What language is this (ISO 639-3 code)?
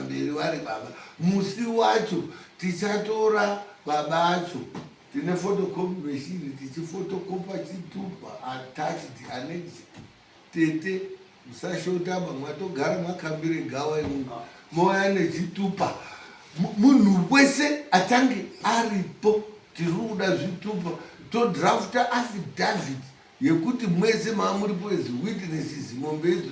sna